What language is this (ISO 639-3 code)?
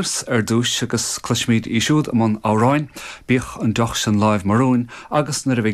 gle